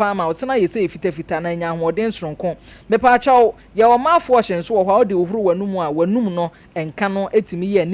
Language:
Akan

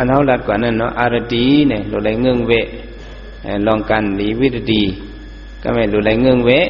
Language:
Shan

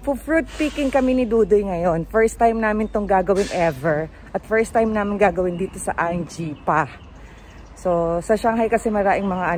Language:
Filipino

